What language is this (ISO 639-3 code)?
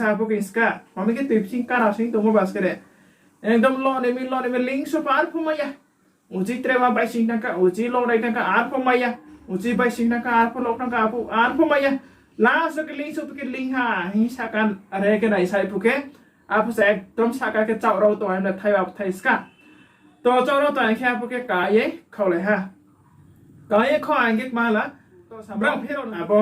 ria